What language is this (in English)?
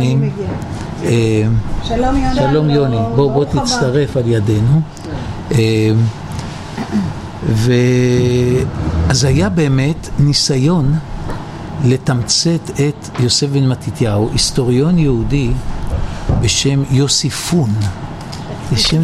Hebrew